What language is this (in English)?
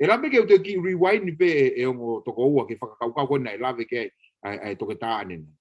Tongan